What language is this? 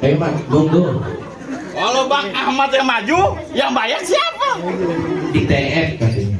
Betawi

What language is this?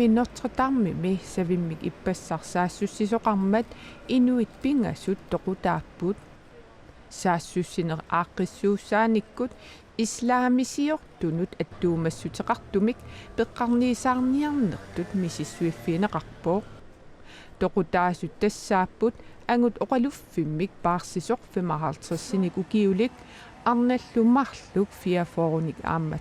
Kalaallisut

